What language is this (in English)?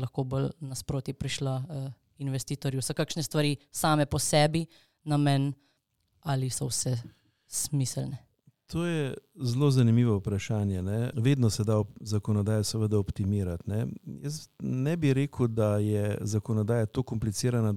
Slovenian